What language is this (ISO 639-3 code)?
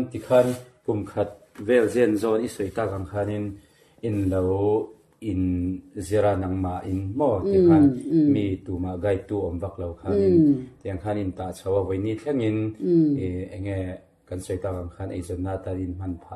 lus